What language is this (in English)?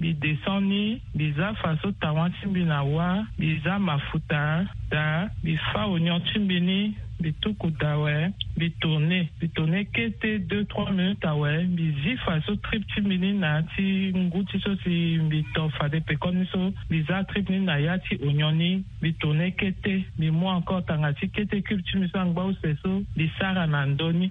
Sango